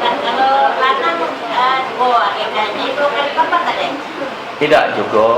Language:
Musi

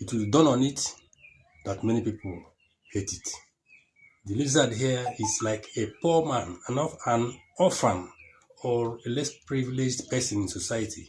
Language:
Igbo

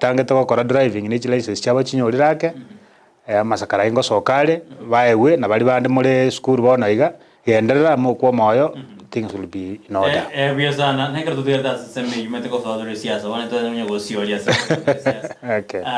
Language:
Gusii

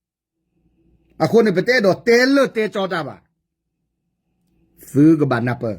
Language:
S'gaw Karen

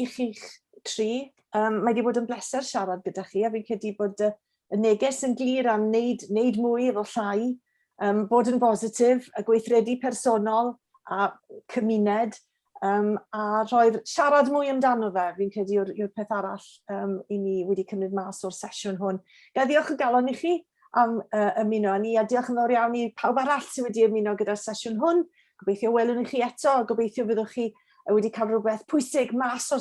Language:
Welsh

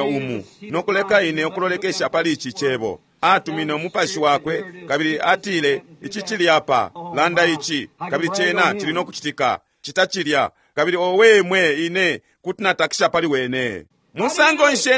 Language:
Bemba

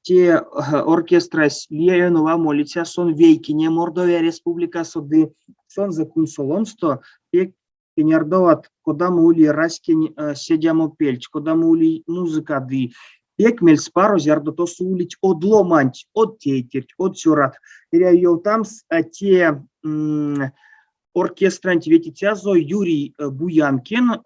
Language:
Erzya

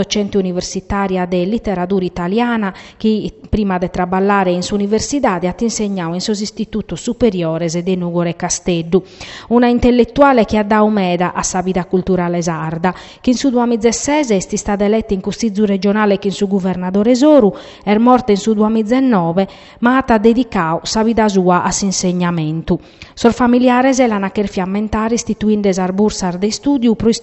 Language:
Sardinian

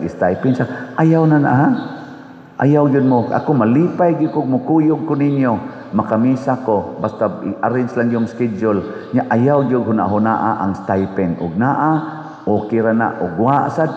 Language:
Cebuano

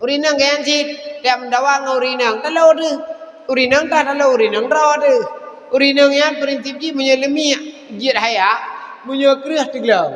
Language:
Achinese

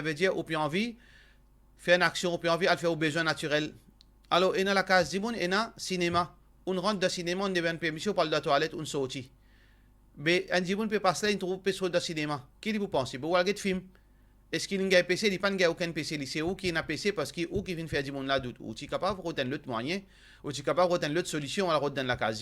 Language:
Morisyen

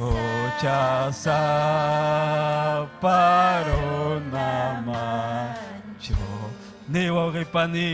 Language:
Ayacucho Quechua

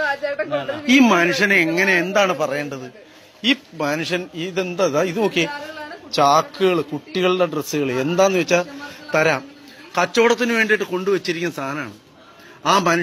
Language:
Malayalam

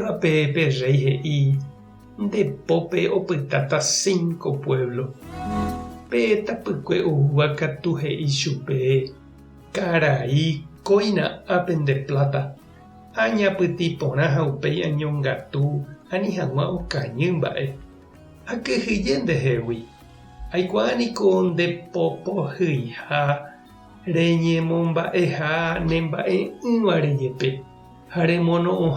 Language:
Guarani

